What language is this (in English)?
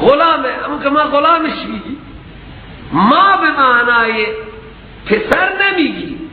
Persian